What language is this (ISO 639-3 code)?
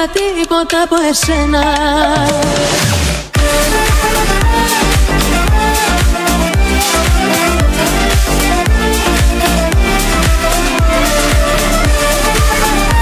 ell